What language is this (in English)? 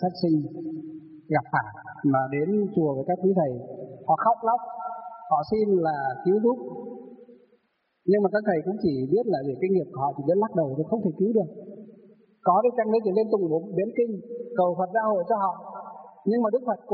Vietnamese